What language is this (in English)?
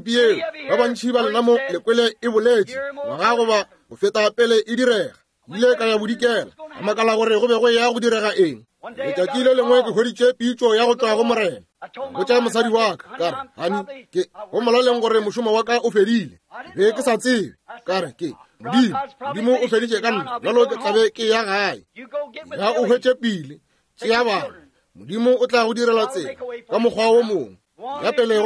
Northern Sotho